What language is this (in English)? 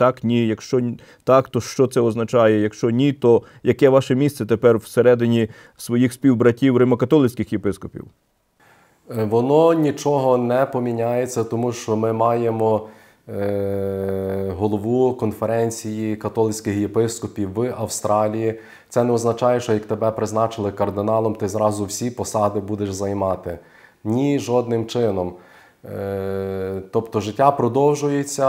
Ukrainian